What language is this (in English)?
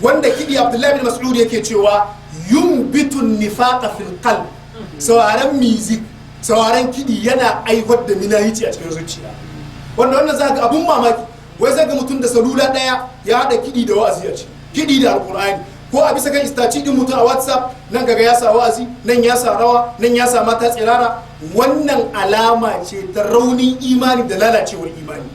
Hausa